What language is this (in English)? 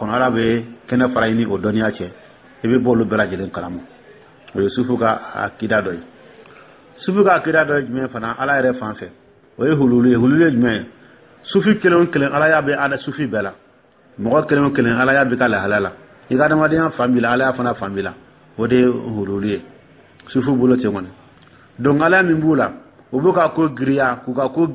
Dyula